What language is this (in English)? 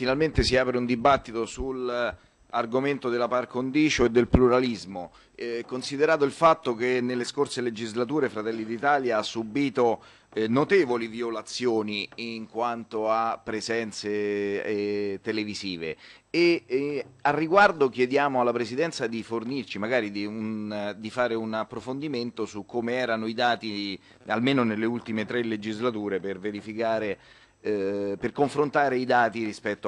Italian